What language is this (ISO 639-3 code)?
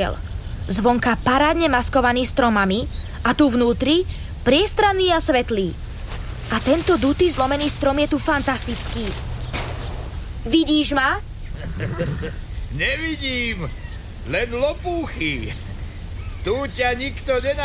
slk